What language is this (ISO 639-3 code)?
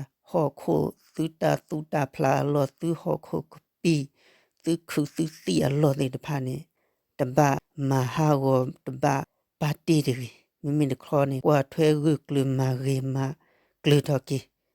ksw